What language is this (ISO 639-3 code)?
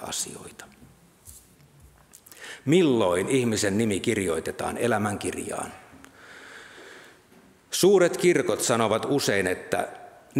fin